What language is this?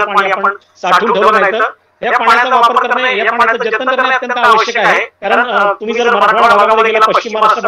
Marathi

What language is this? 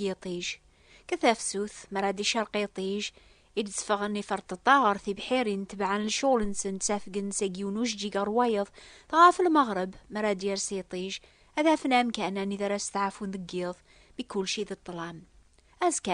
Kabyle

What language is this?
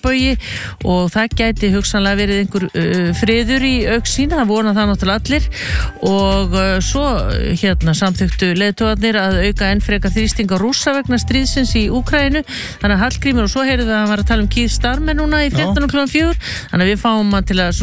Icelandic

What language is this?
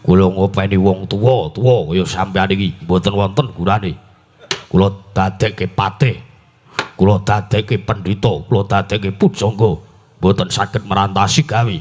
Javanese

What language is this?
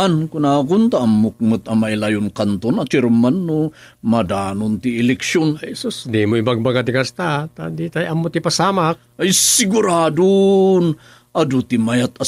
Iloko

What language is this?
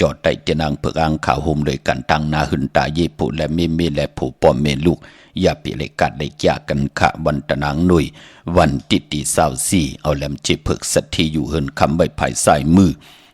Shan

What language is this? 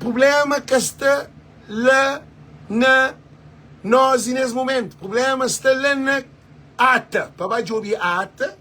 Kabuverdianu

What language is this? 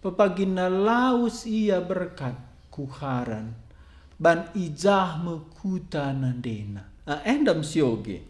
Batak Karo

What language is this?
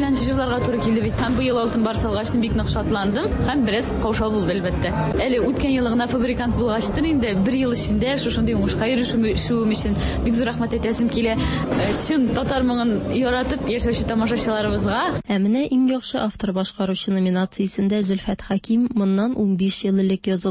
Tatar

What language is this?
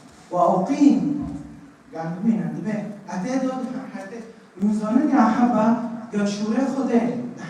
Kurdish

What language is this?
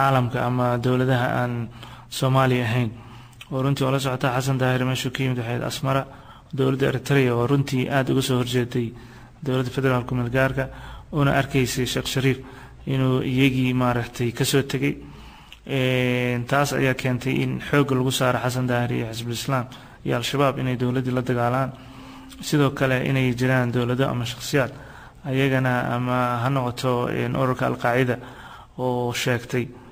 Somali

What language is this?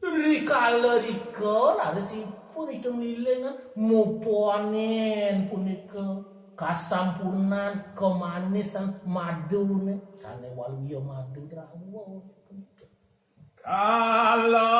Balinese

